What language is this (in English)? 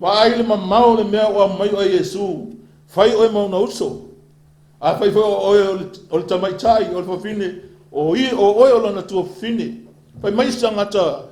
Samoan